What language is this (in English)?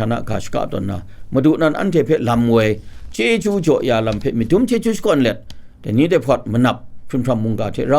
Kachin